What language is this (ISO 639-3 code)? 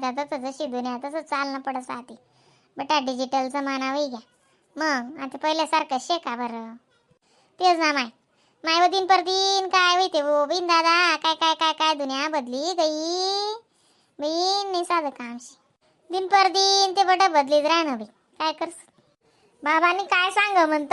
khn